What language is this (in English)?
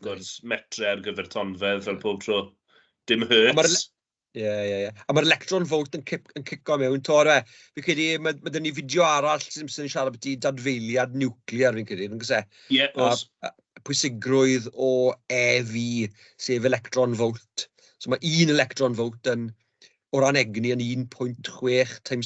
Welsh